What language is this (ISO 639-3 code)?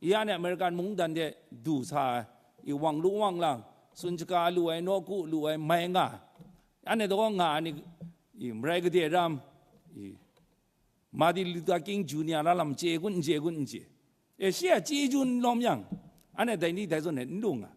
kac